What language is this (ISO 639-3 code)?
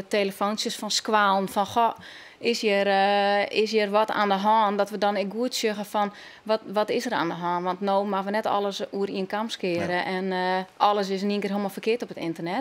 fry